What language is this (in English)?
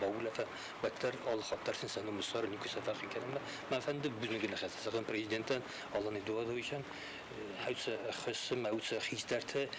Ossetic